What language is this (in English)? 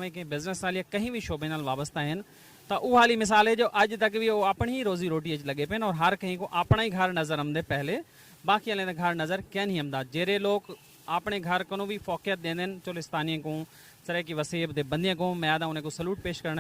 Saraiki